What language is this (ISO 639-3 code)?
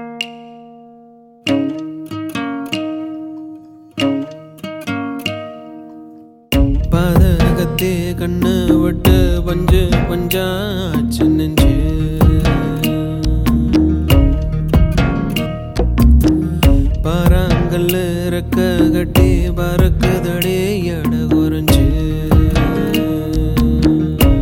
tam